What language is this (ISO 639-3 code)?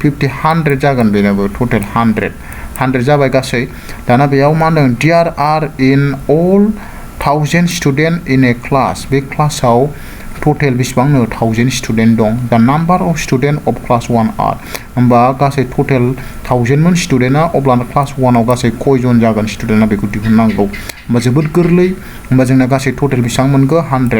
brx